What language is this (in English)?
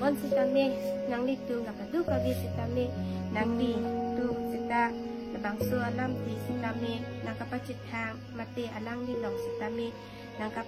Karbi